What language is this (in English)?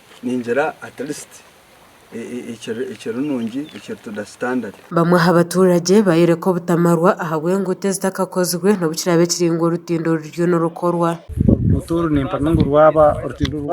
Nyankole